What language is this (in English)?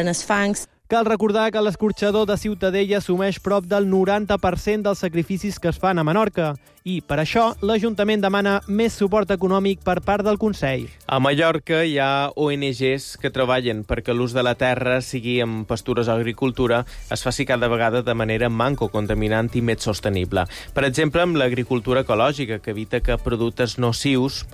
Catalan